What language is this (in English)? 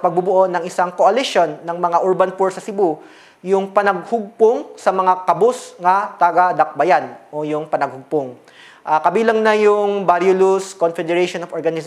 Filipino